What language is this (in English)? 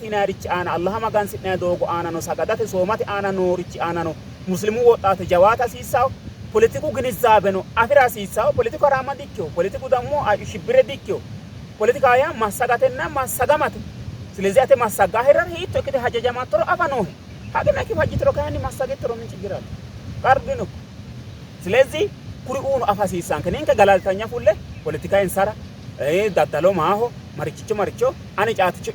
Sidamo